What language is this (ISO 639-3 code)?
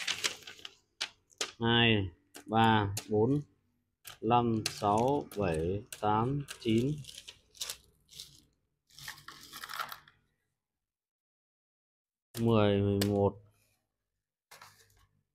vie